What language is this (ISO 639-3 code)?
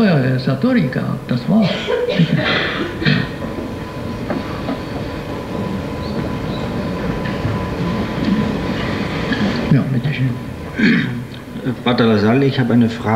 deu